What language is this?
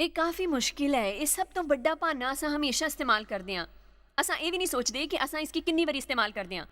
Dogri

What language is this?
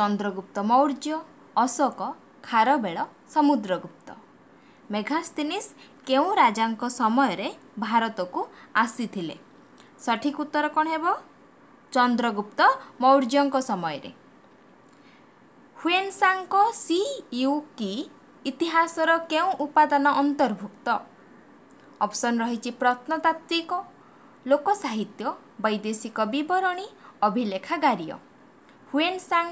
Odia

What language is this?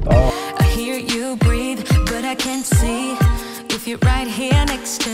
Norwegian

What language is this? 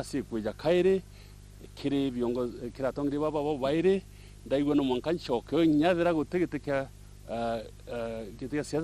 Meru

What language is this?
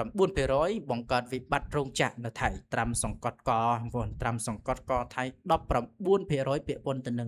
Khmer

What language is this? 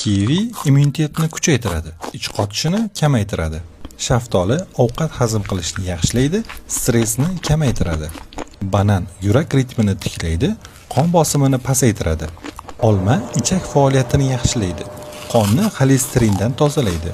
Uzbek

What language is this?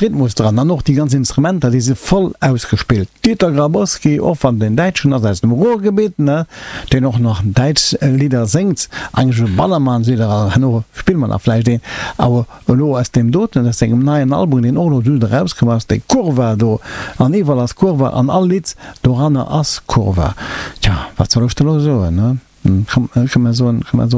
Luxembourgish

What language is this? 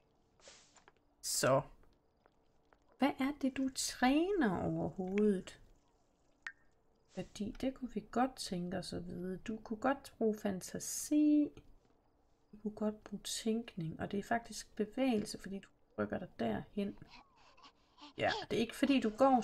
Danish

